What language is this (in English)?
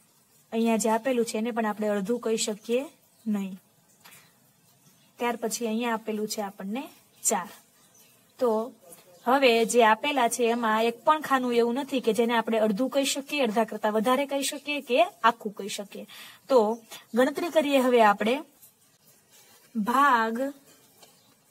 Gujarati